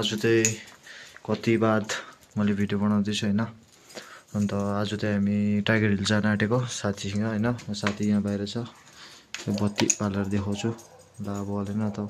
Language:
Nepali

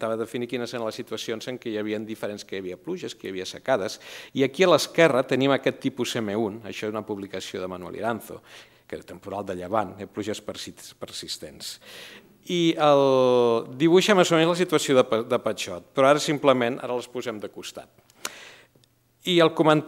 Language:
Catalan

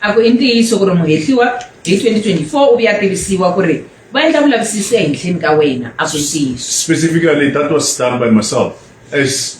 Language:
Tsonga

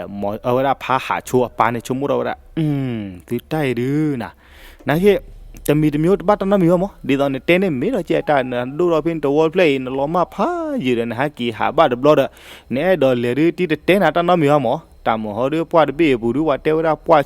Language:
S'gaw Karen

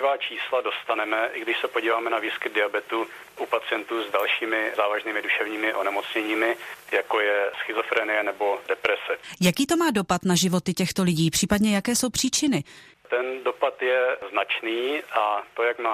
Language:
Czech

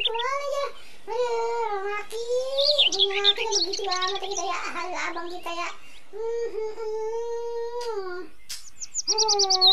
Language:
Betawi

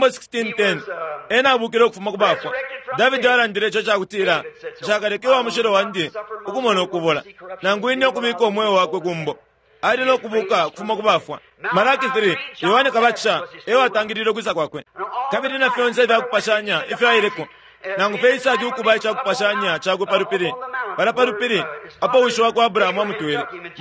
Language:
Bemba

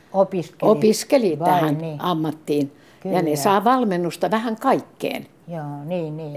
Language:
Finnish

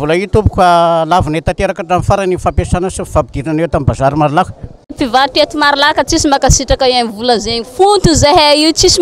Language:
Malagasy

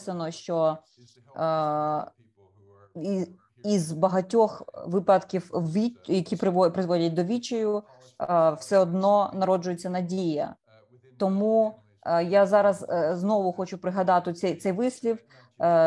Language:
Ukrainian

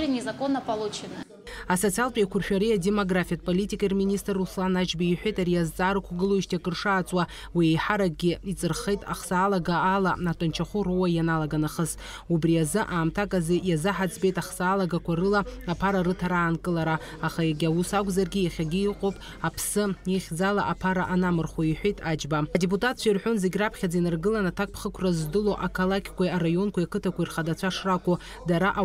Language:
Abkhazian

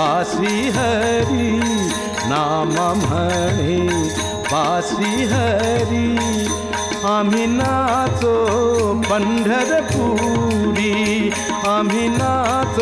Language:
Marathi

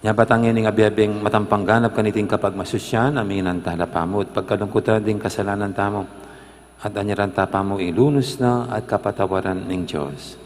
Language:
Pampanga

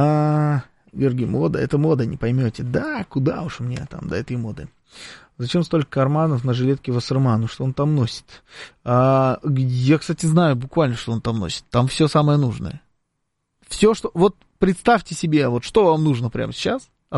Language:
Russian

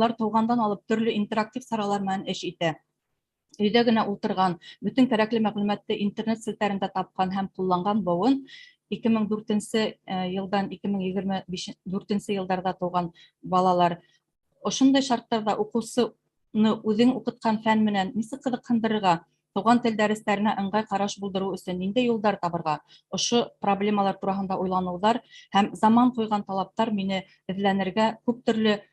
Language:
Bashkir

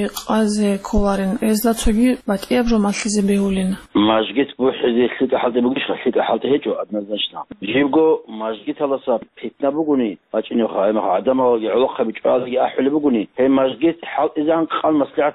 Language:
Avaric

